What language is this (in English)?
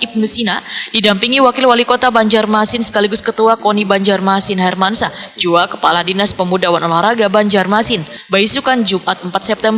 Banjar